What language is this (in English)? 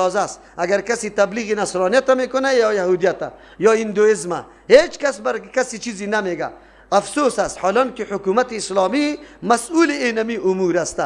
Persian